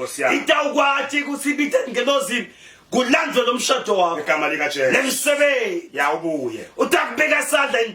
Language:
Zulu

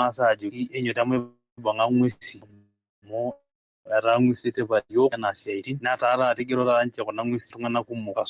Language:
Masai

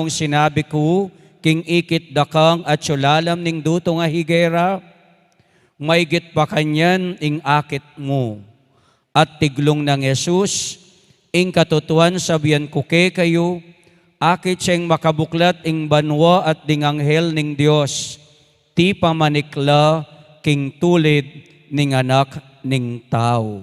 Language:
Pampanga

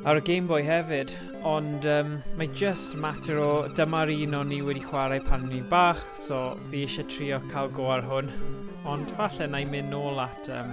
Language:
Welsh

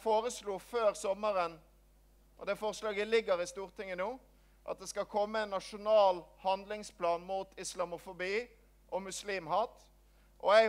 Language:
Norwegian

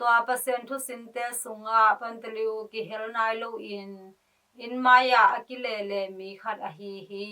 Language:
Tedim Chin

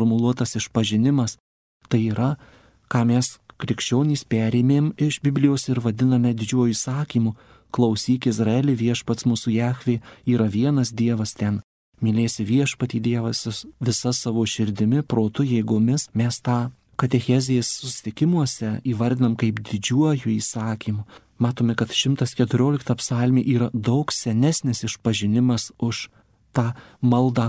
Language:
Lithuanian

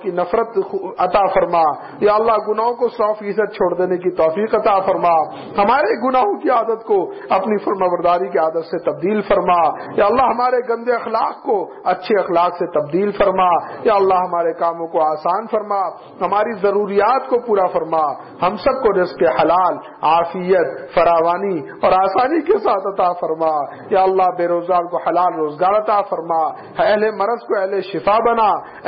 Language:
Urdu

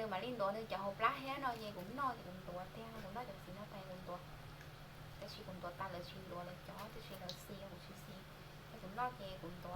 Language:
Hmong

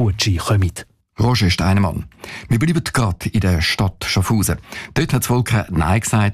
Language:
German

